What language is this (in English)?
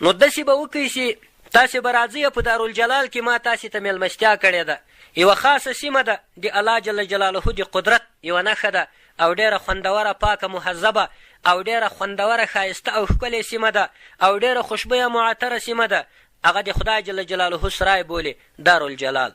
Pashto